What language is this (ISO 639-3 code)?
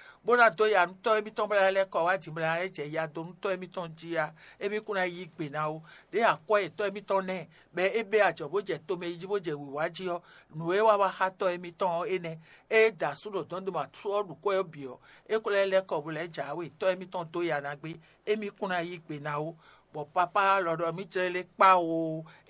fon